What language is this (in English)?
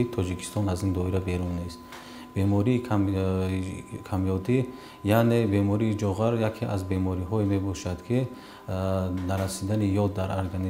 Tajik